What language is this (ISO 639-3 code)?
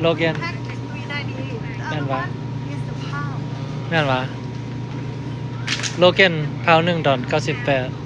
lao